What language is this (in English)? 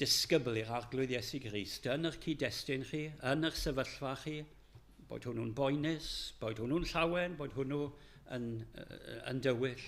Welsh